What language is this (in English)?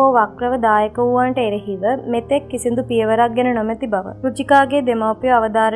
Sinhala